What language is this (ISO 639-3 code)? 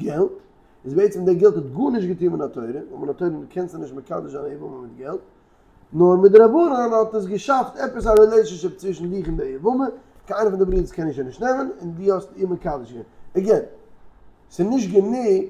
yid